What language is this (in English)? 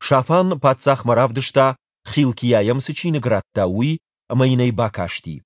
Ossetic